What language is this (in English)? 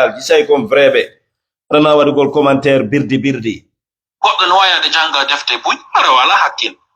Fula